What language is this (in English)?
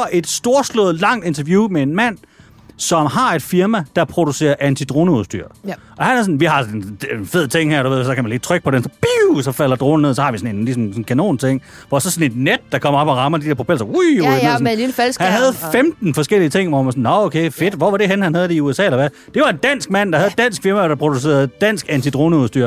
Danish